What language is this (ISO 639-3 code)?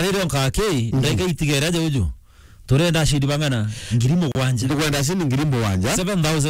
mer